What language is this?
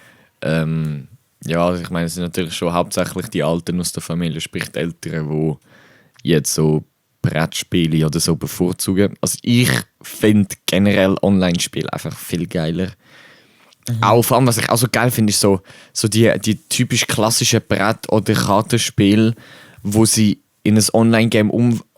Swiss German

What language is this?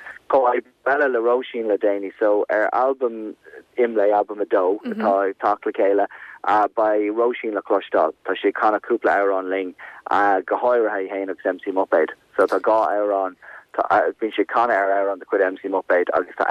Irish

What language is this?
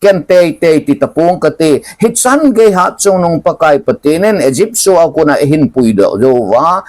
Thado Chin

